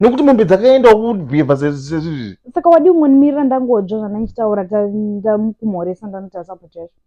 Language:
Shona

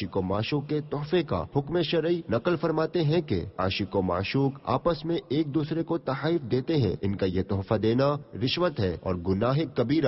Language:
Urdu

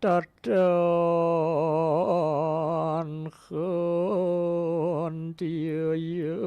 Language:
Balinese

